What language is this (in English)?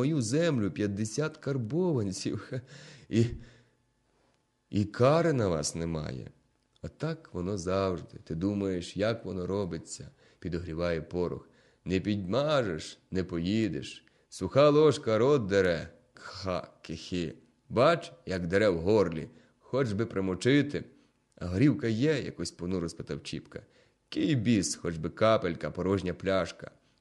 Ukrainian